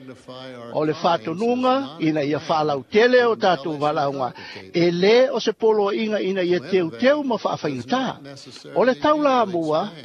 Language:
Samoan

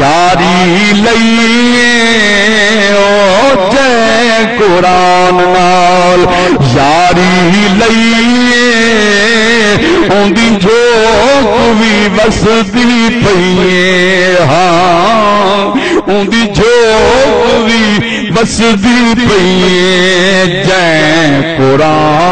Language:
Saraiki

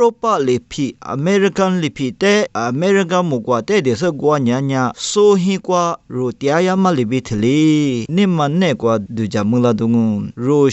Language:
Lisu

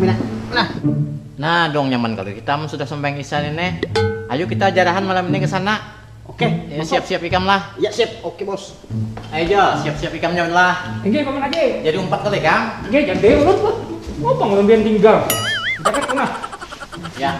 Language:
Banjar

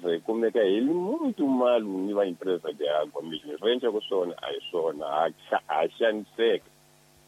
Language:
Tsonga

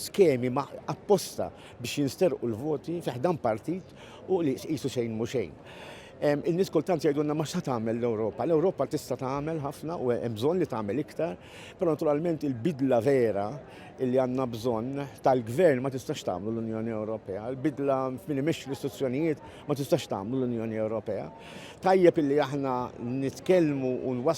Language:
Maltese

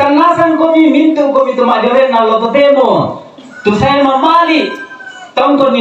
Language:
Toraja-Sa'dan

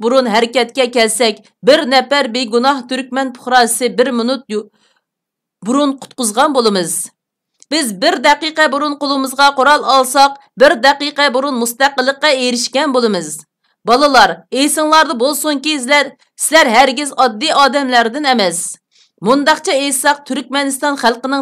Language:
Uyghur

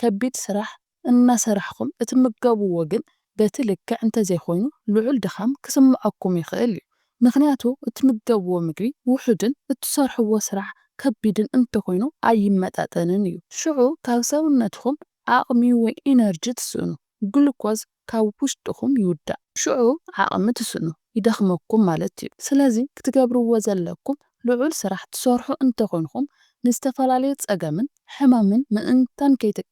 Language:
Tigrinya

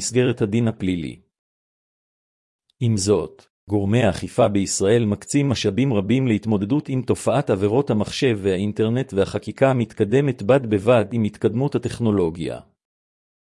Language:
Hebrew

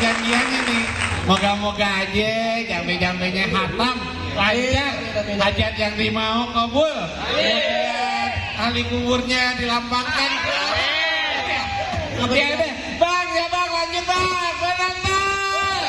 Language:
Betawi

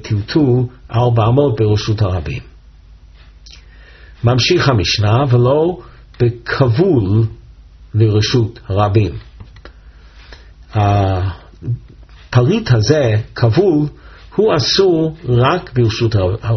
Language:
Hebrew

